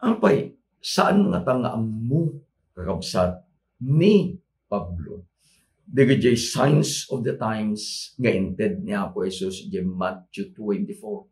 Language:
Iloko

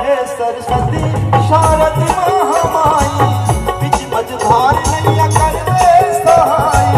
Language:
Chhattisgarhi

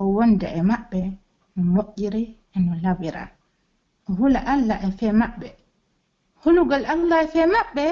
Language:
Pular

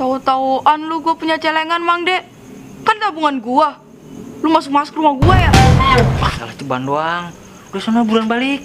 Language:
Betawi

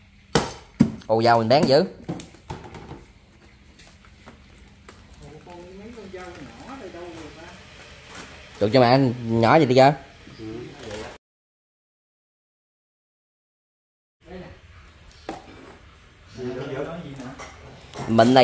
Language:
Vietnamese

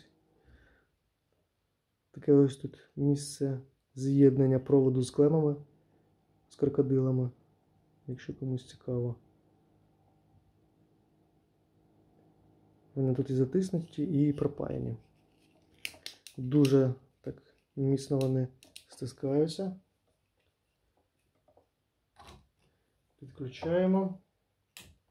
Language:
Ukrainian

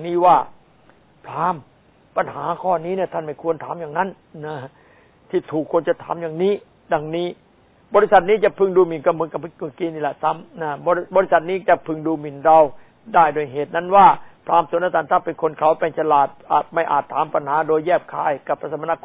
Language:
Thai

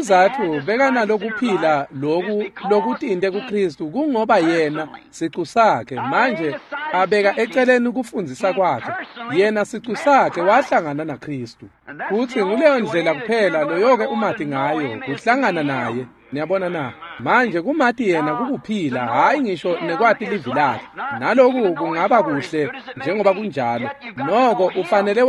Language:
Swati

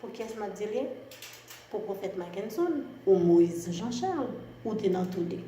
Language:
Haitian Creole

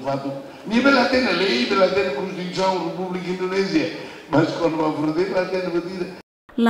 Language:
Tetum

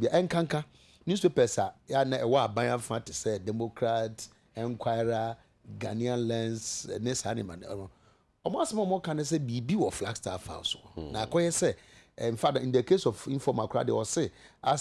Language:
Akan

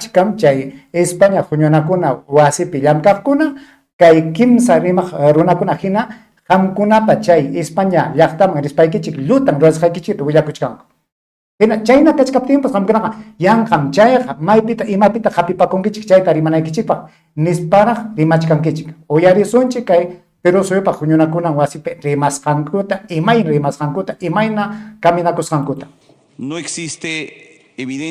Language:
Ayacucho Quechua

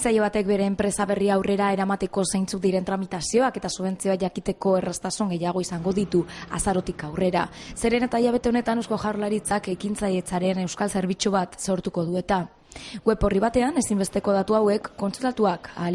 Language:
Basque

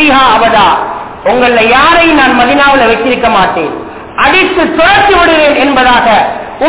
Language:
Tamil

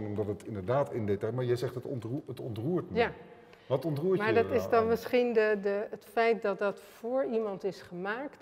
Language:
Dutch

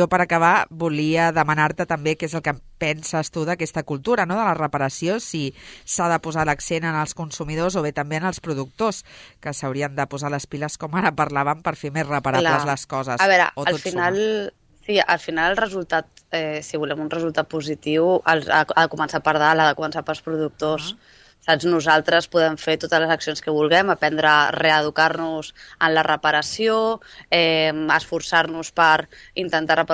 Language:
Catalan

